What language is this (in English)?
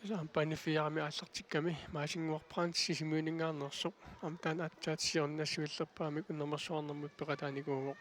Kalaallisut